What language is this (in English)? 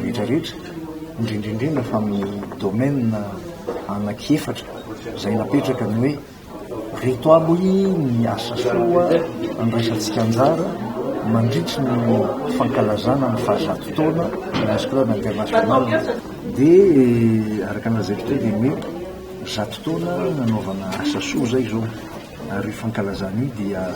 Malagasy